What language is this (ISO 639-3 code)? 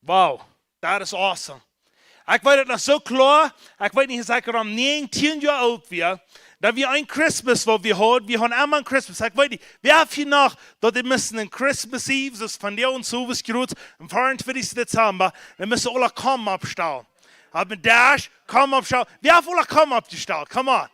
pdt